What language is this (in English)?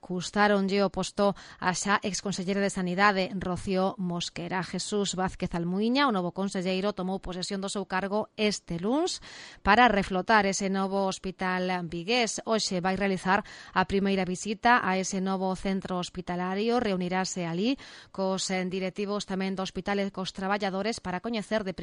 Galician